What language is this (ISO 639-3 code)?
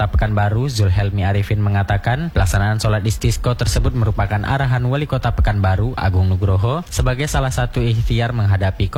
ind